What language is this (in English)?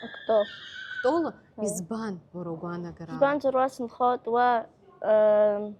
Abkhazian